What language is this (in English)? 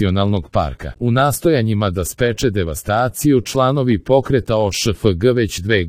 Serbian